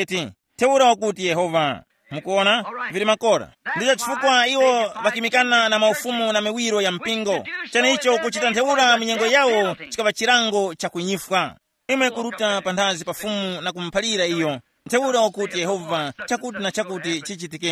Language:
Tumbuka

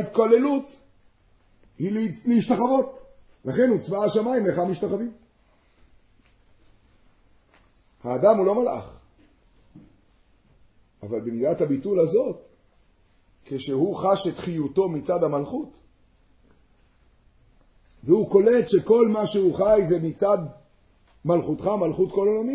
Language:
Hebrew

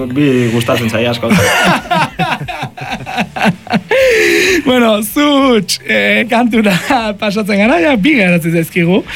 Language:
Basque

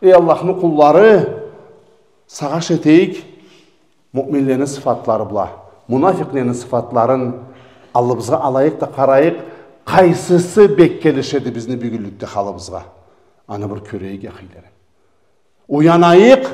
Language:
Karachay-Balkar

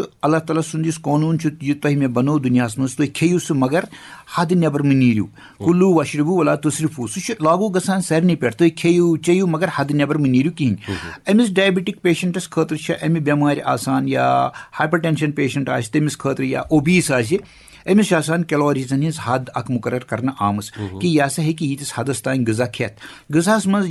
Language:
Kashmiri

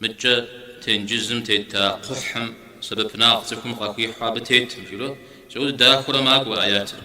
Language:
Kabardian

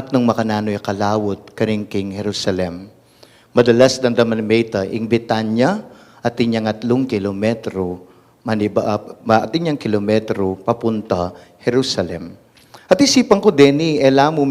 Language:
Pampanga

